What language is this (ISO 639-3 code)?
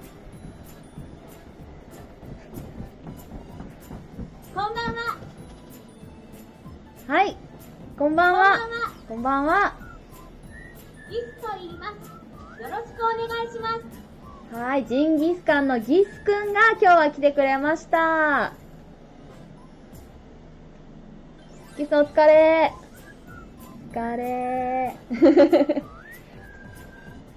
jpn